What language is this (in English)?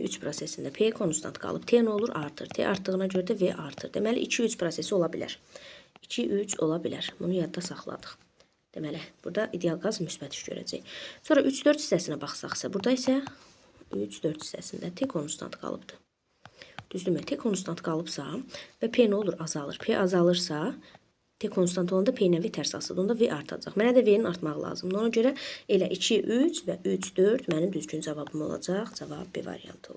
Azerbaijani